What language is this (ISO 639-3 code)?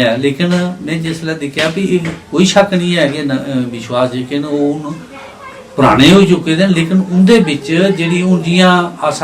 doi